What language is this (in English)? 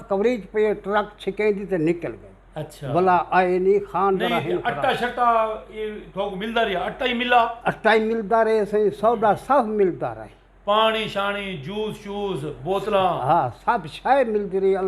Saraiki